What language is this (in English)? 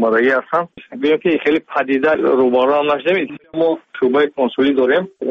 Tajik